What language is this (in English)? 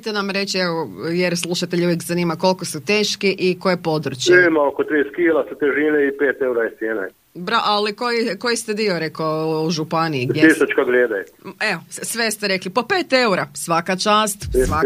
Croatian